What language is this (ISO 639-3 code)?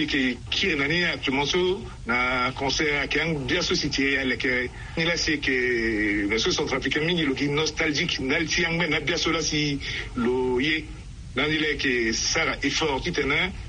sag